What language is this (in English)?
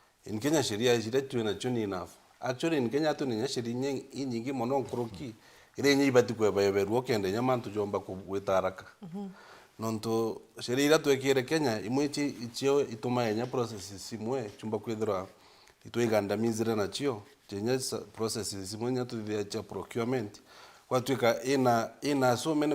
Meru